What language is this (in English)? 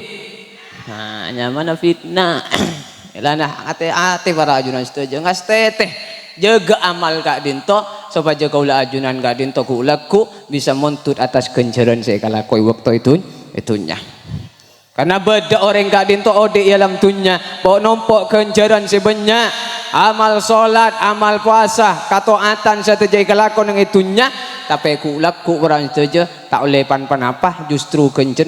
Madurese